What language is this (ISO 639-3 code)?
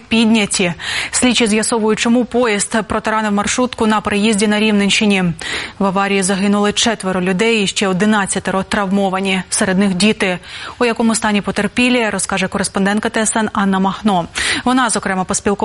ukr